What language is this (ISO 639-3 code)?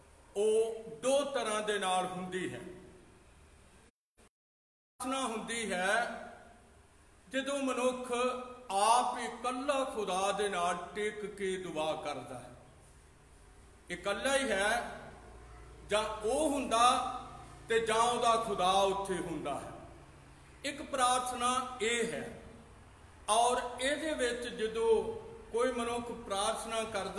pan